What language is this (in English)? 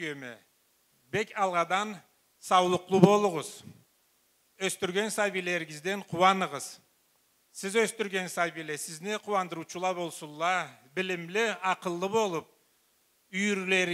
Karachay-Balkar